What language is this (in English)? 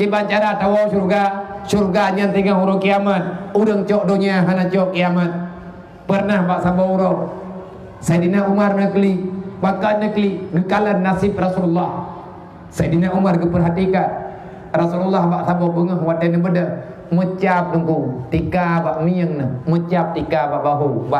Achinese